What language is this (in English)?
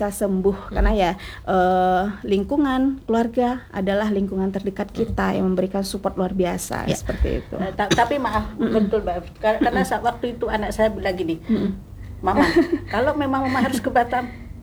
Indonesian